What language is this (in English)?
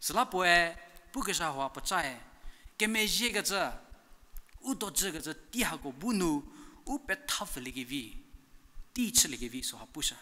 Angami Naga